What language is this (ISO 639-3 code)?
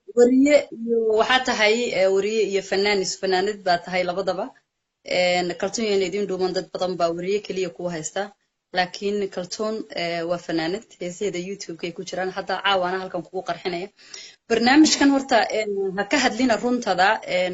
som